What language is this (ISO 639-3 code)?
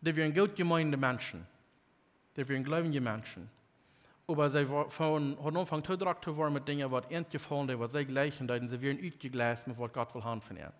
pdt